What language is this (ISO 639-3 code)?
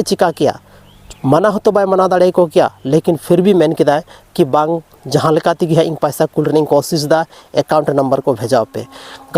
sat